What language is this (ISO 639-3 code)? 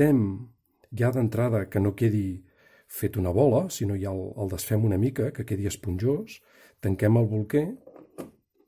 cat